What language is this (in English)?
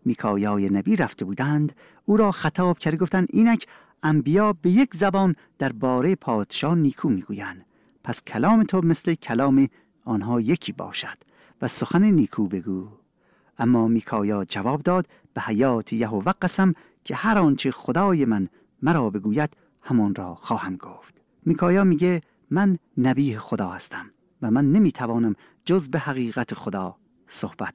Persian